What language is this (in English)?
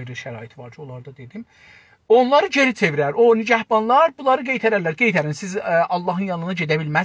South Azerbaijani